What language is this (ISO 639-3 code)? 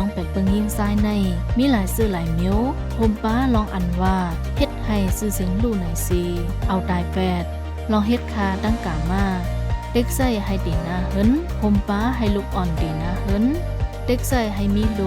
shn